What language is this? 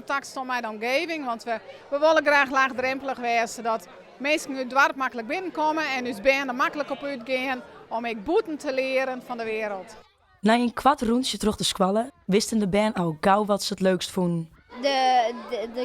Western Frisian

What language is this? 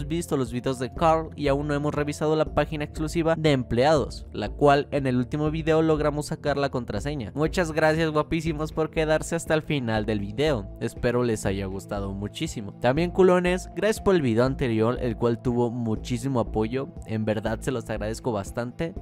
Spanish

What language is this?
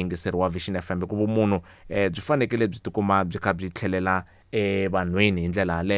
Tsonga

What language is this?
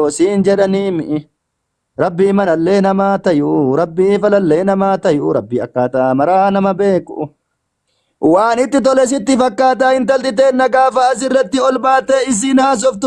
Oromo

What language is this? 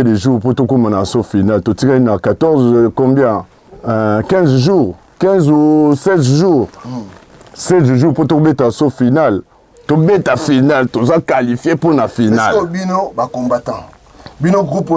Lingala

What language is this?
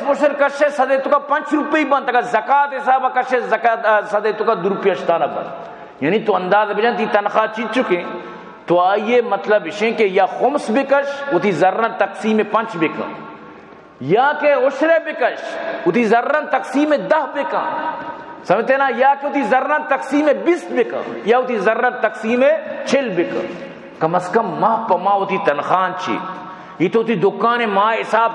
Baluchi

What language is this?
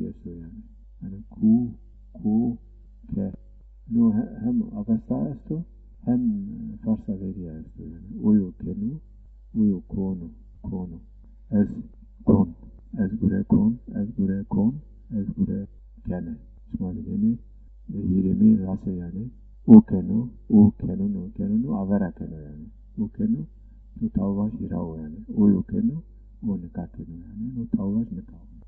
Zaza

